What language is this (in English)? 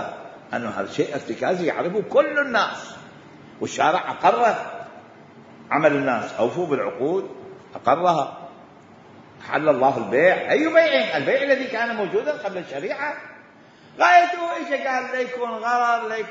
Mesopotamian Arabic